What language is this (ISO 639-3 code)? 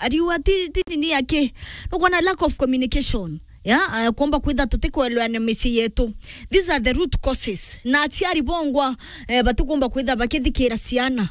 mer